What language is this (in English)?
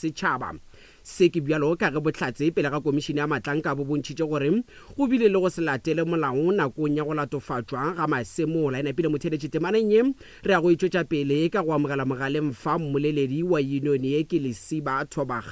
Northern Sotho